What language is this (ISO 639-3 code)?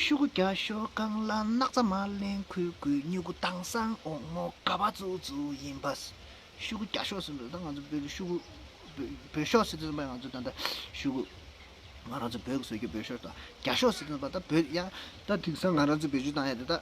bod